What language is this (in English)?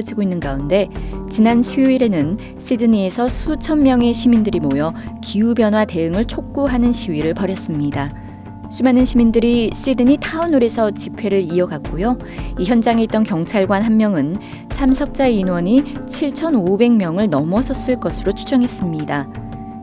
Korean